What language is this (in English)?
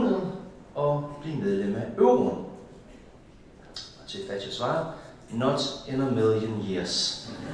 Danish